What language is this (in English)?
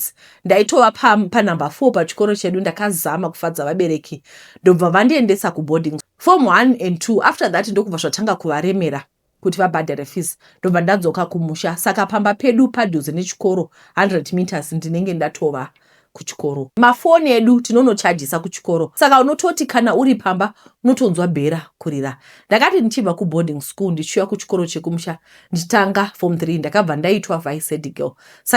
Shona